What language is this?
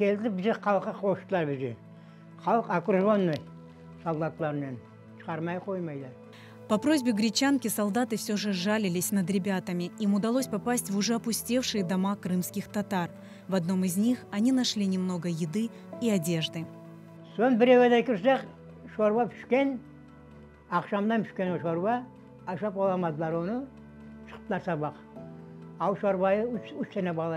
Crimean Tatar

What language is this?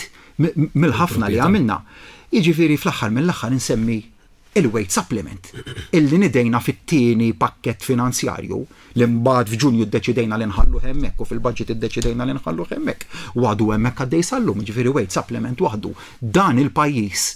Maltese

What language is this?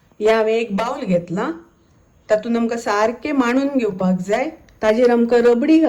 Konkani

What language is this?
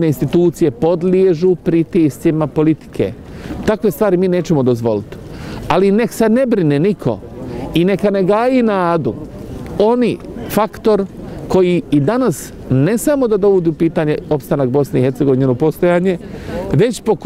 Bosnian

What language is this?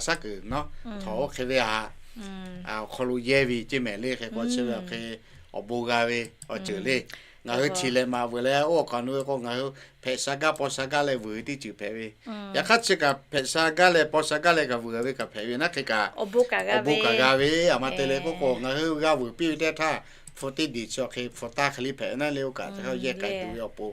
Lahu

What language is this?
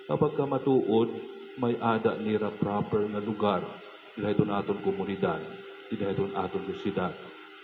Waray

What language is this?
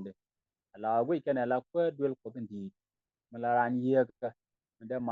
Nuer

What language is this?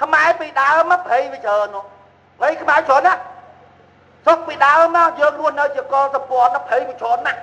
Khmer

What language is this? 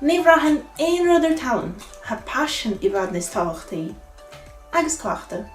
Irish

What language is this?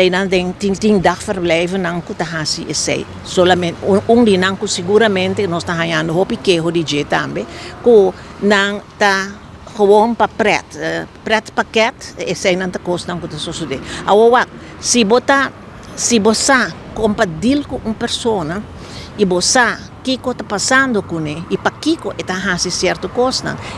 Papiamento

